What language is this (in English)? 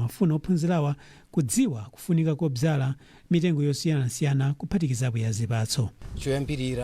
Nyanja